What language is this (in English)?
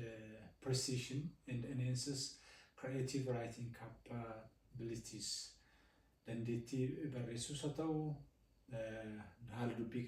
Oromo